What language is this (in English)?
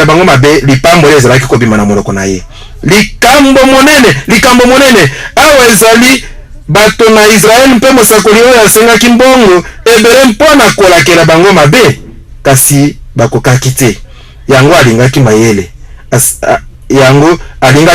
Lingala